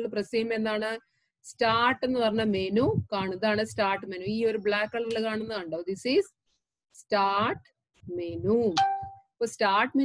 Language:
Malayalam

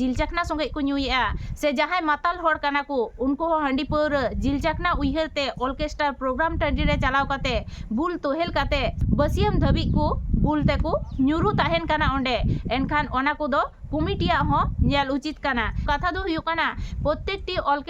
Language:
Santali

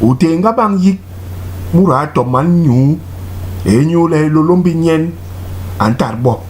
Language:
Basaa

